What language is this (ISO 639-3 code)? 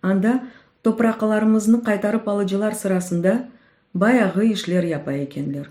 crh